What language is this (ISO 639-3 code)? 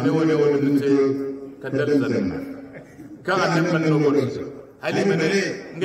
hau